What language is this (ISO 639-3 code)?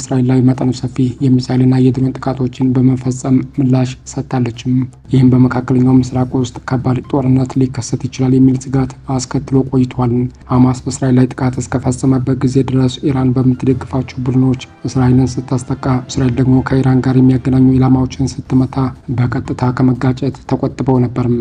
amh